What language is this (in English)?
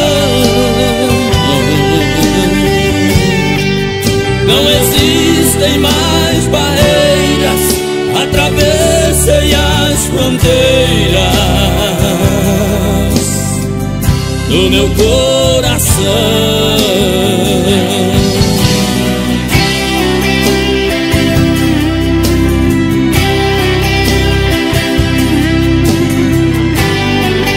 Portuguese